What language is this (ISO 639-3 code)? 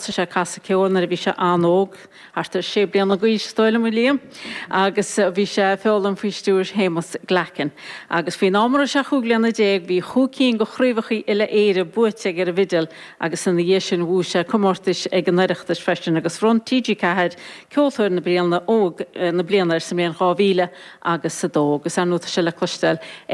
gle